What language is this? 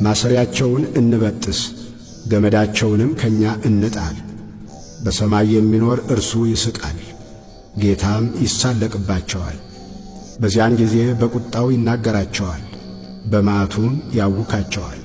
Amharic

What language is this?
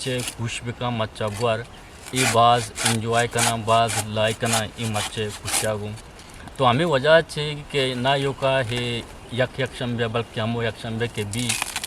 Eastern Balochi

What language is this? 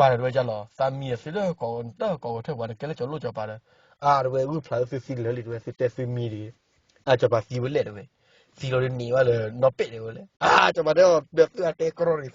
S'gaw Karen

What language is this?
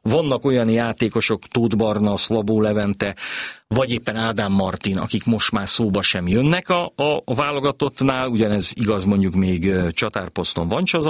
Hungarian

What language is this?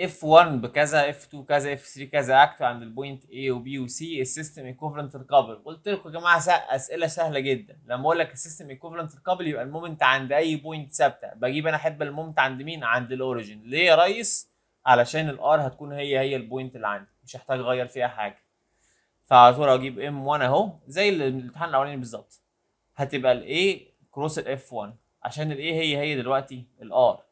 Egyptian Arabic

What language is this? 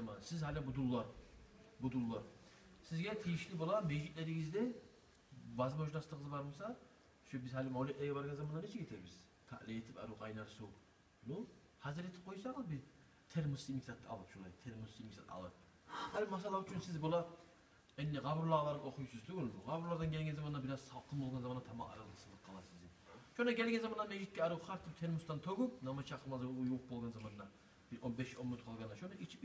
Kumyk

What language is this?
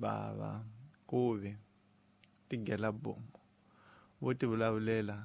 Tsonga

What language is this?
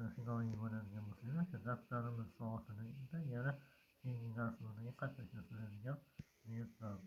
Uzbek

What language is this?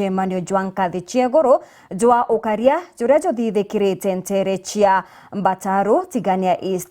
Meru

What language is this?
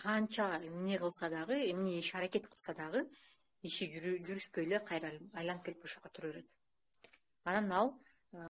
Kyrgyz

